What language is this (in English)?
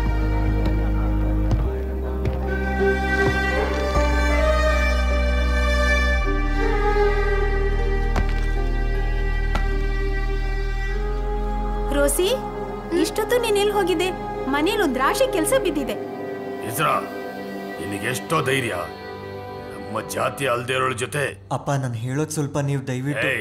Kannada